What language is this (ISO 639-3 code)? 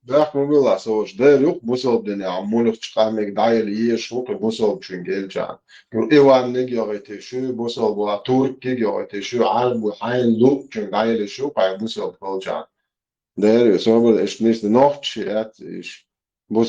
che